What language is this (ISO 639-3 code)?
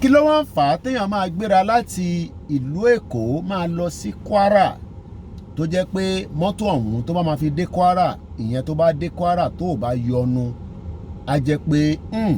yor